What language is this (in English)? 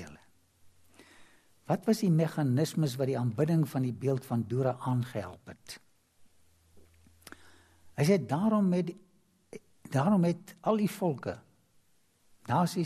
Afrikaans